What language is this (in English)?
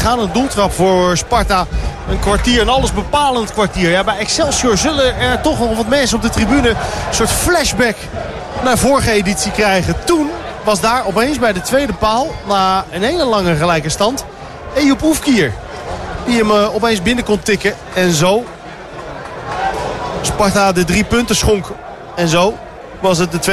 Dutch